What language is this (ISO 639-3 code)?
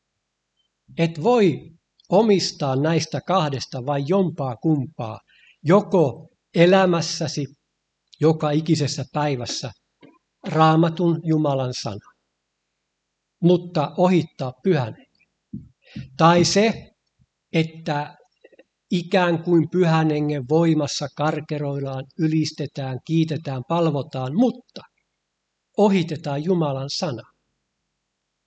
fin